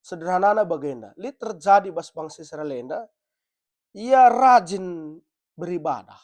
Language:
Batak Karo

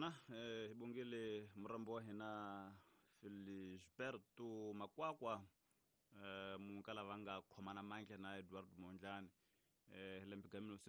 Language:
Tsonga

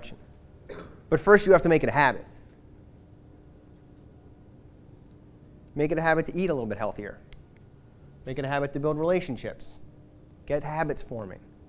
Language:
English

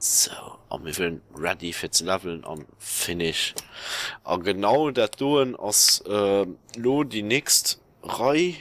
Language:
Luxembourgish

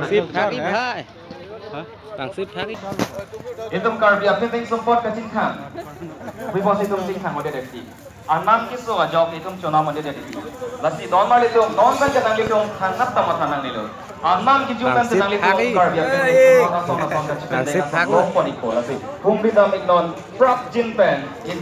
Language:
Karbi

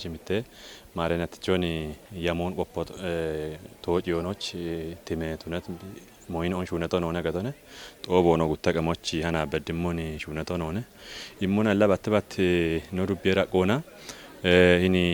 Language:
Kafa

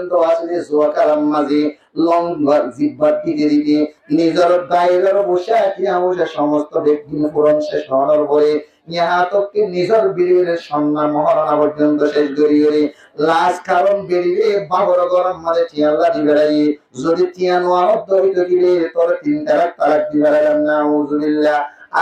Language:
Rohingya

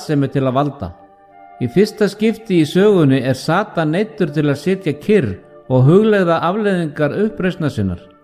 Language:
Icelandic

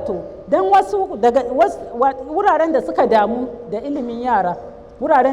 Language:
Hausa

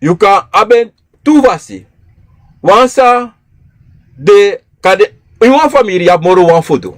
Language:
Sranan Tongo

